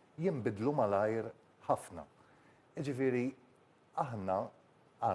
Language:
Maltese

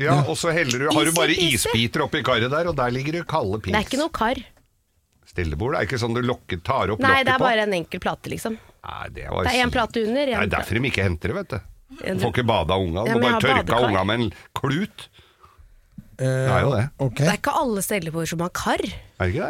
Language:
Norwegian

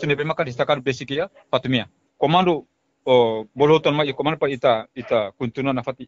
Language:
Tetum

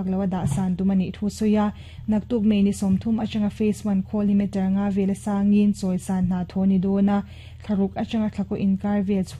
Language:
Mizo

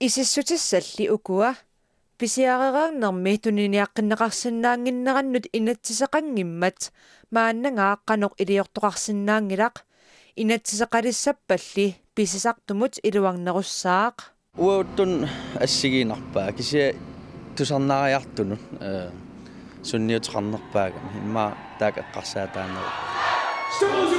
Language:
Kalaallisut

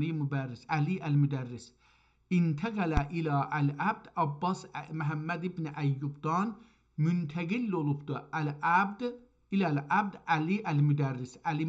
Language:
South Azerbaijani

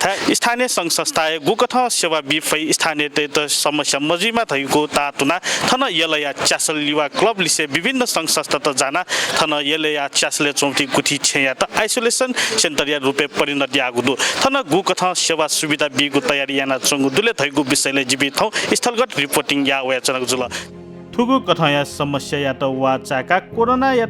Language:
Newari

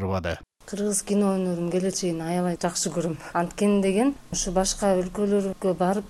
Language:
Kyrgyz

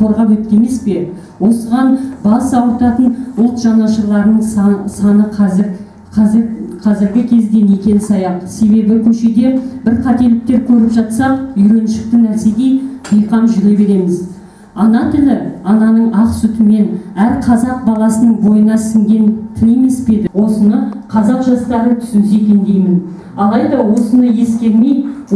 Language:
Kazakh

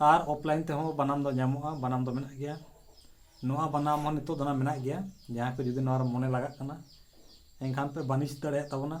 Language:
Santali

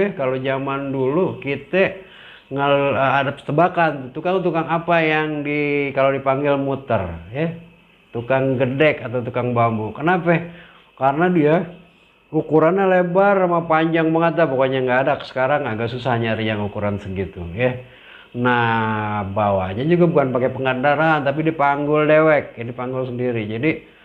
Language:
Betawi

